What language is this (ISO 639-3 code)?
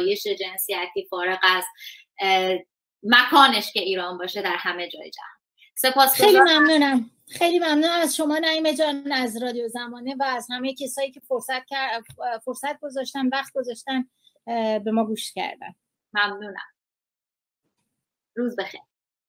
fas